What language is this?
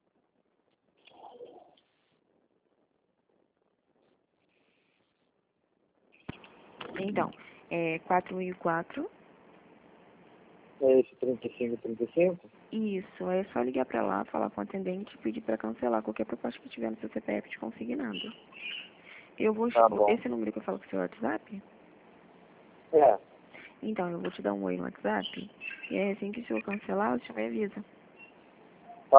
Portuguese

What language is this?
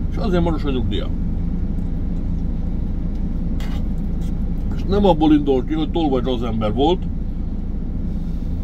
Hungarian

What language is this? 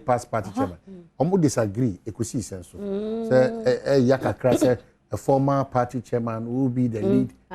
Akan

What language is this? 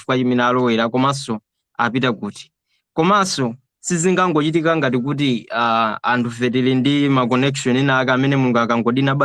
Nyanja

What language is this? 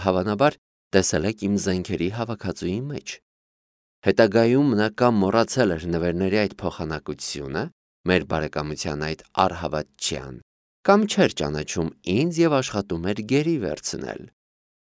Armenian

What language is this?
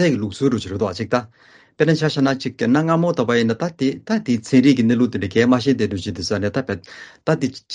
Latvian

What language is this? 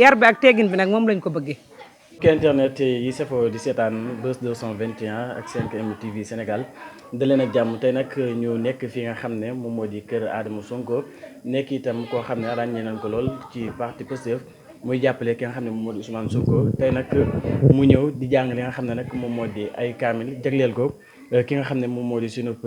Wolof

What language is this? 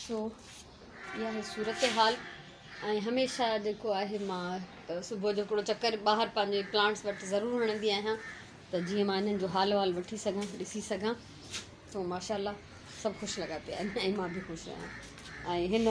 Sindhi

